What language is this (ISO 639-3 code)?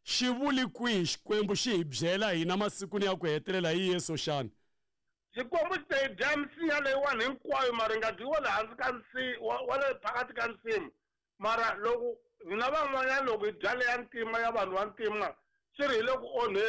tso